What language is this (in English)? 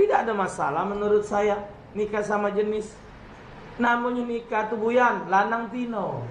Musi